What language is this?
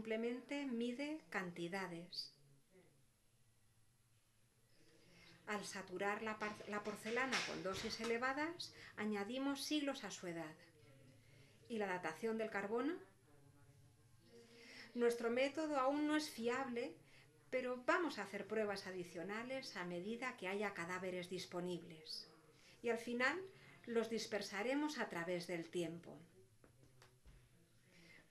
Spanish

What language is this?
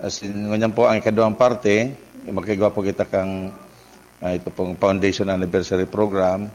Bikol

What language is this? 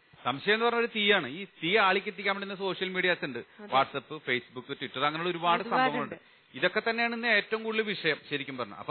Malayalam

